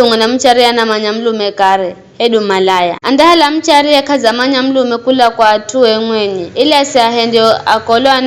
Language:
Giryama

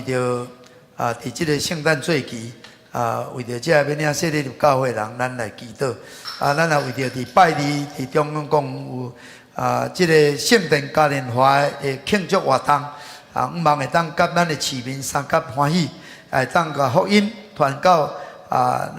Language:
Min Nan Chinese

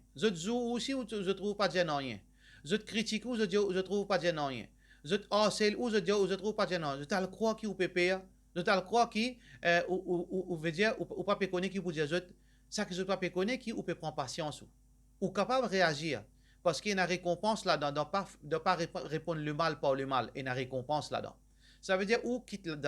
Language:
Morisyen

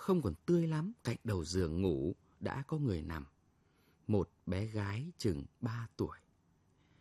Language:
Vietnamese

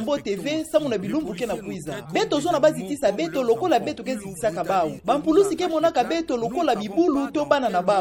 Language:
Kituba (Democratic Republic of Congo)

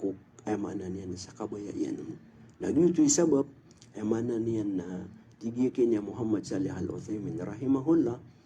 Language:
Maranao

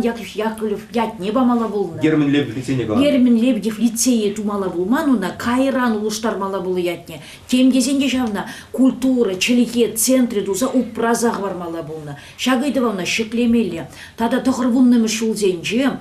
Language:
Chuvash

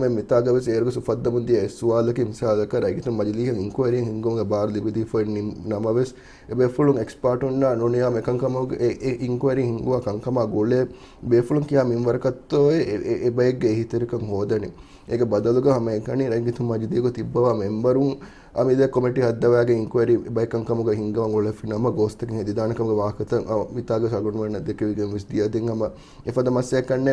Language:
Divehi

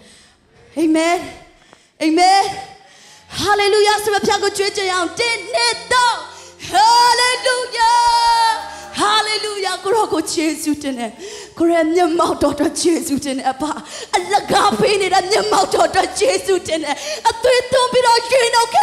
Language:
Burmese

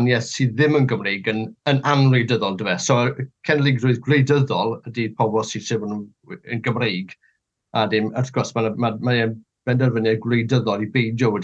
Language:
Welsh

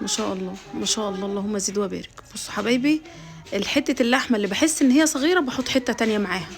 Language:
Egyptian Arabic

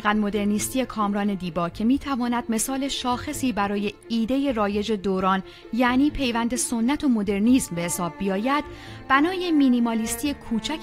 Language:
Persian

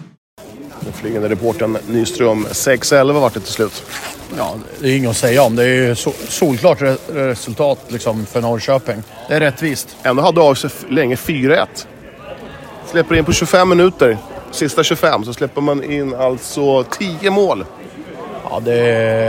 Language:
Swedish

